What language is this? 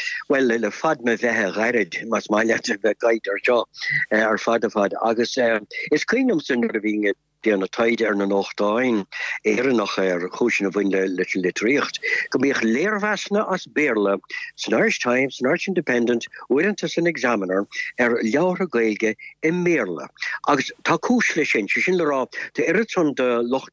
Irish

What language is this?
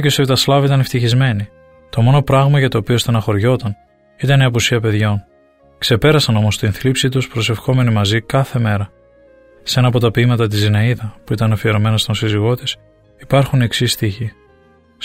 Greek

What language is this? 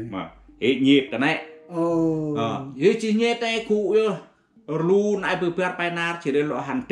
Central Mnong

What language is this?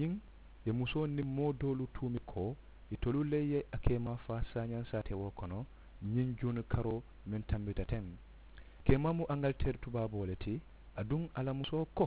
Mandingo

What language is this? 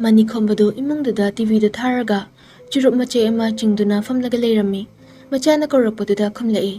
Manipuri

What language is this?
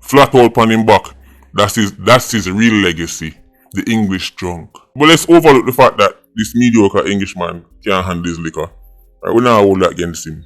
Jamaican Creole English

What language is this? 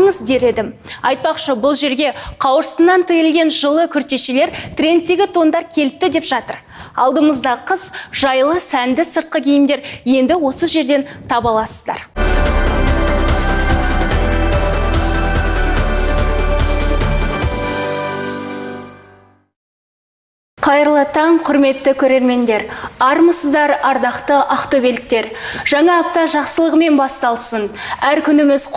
Kazakh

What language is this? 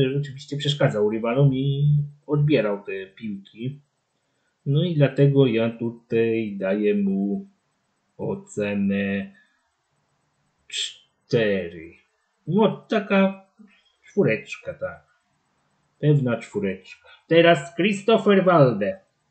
Polish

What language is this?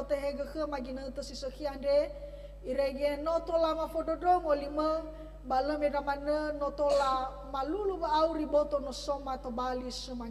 Nias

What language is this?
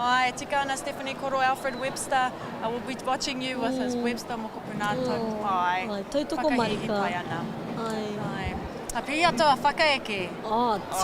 Māori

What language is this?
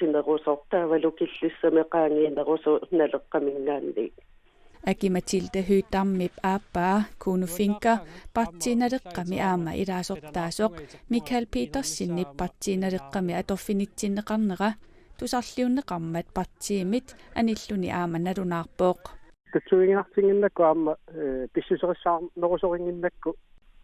Kalaallisut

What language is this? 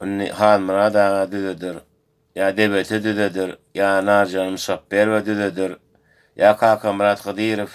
Turkmen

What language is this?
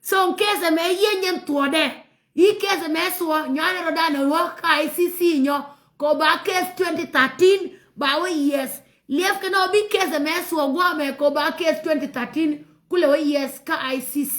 Nuer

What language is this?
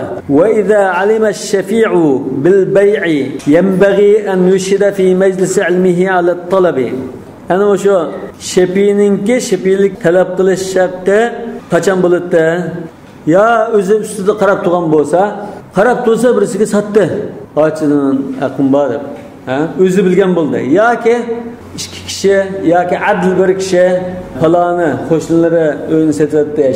Uyghur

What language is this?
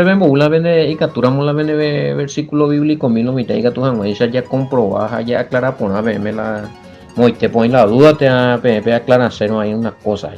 Guarani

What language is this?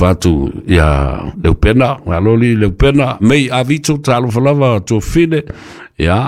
Samoan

